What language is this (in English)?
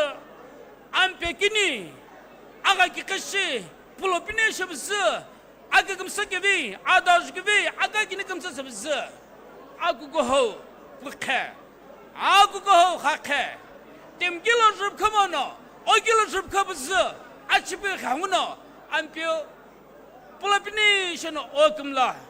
Sumi Naga